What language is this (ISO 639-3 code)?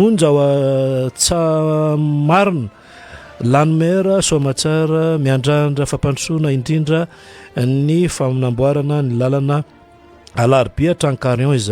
mlg